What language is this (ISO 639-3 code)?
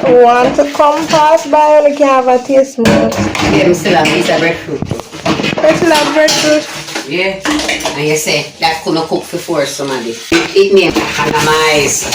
jam